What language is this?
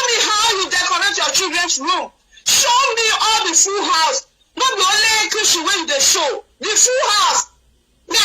Nigerian Pidgin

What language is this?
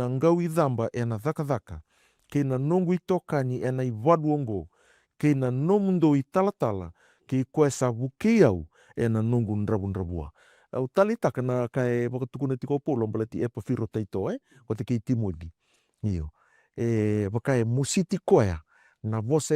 Fijian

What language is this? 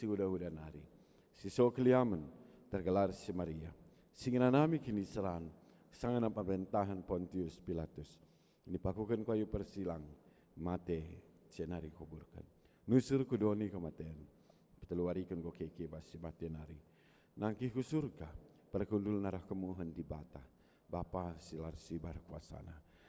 Batak Karo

